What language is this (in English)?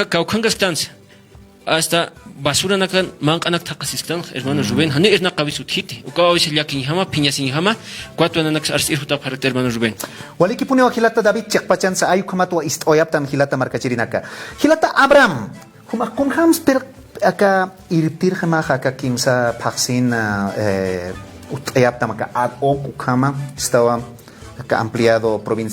Aymara